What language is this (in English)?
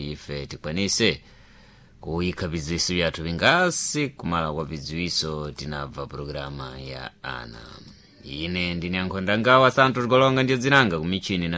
Sena